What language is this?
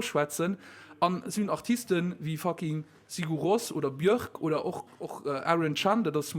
Luxembourgish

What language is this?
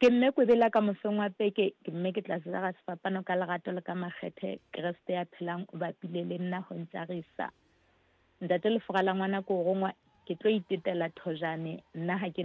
Southern Sotho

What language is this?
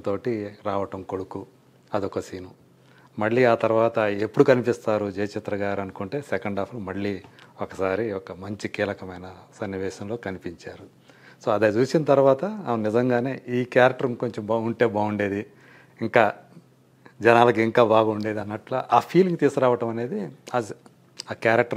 Telugu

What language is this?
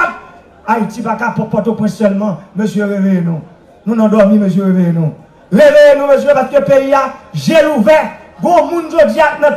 Haitian Creole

